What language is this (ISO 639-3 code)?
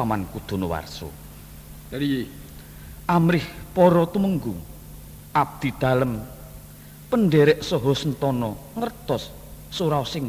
jav